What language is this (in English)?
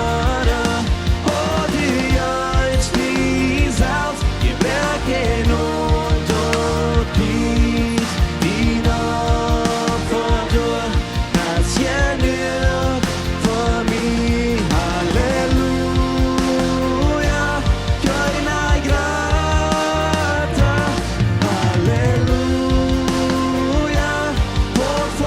Plautdietsch